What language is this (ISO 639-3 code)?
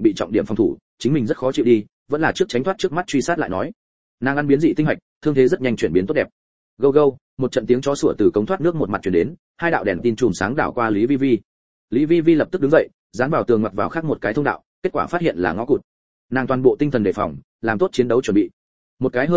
vie